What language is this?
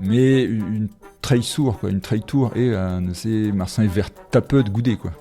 Breton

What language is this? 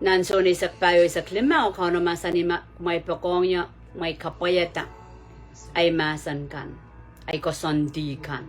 Pohnpeian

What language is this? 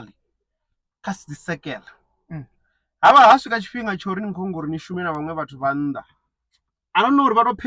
Venda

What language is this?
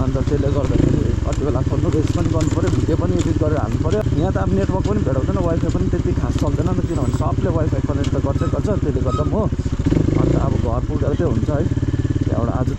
Nepali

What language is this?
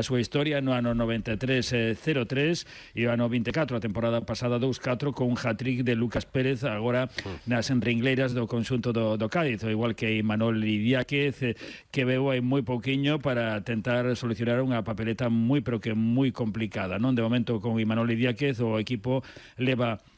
Galician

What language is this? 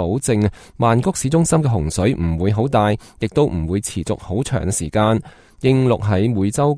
Cantonese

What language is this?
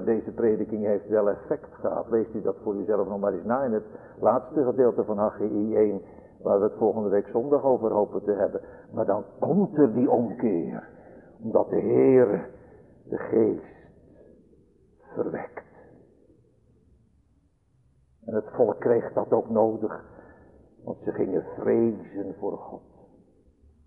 Dutch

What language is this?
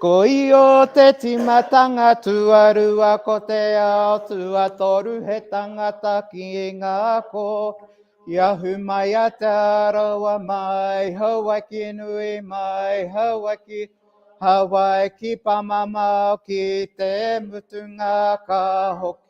Māori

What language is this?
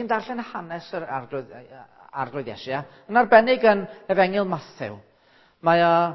Welsh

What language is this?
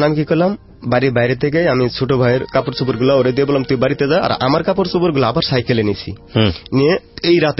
Bangla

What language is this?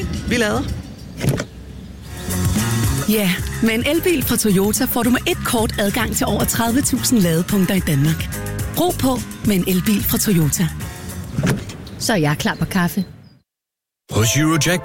Danish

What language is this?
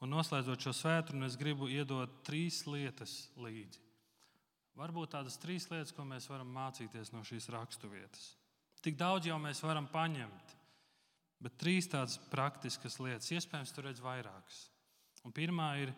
Latvian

